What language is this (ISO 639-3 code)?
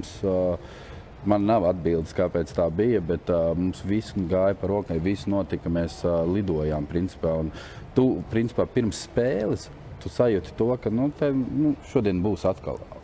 lav